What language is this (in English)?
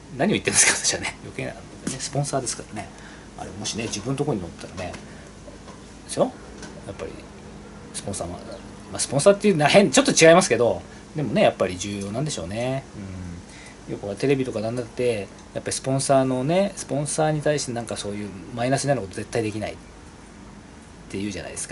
Japanese